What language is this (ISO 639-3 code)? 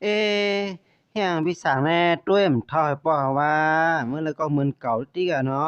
shn